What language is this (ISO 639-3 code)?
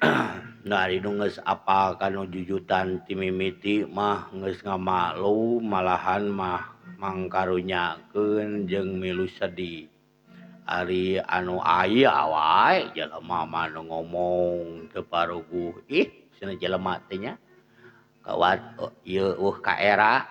sun